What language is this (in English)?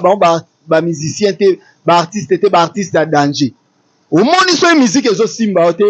Lingala